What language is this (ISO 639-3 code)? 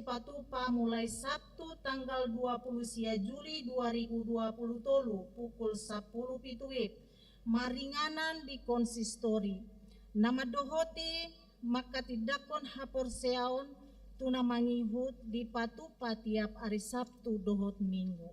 bbc